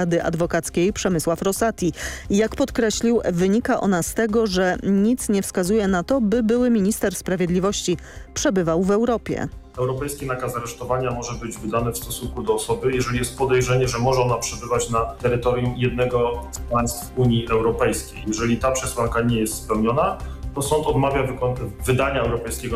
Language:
Polish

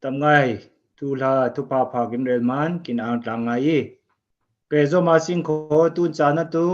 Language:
Falam Chin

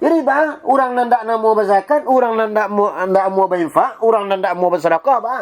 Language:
Minangkabau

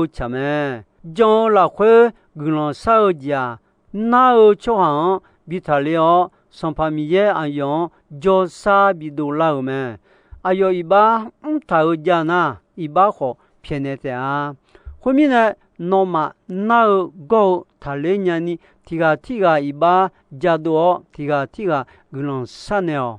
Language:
Akha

